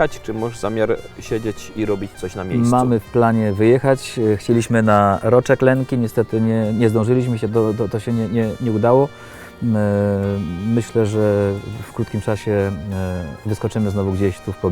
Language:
Silesian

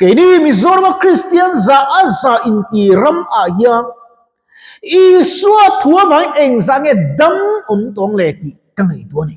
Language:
Mizo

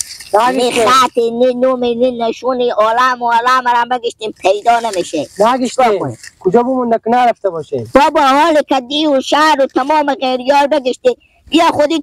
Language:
Persian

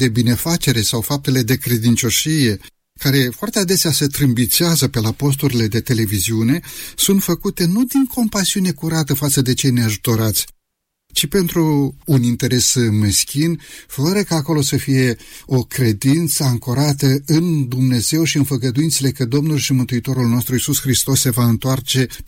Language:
Romanian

